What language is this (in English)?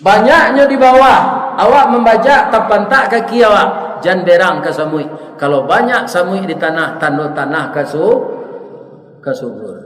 Minangkabau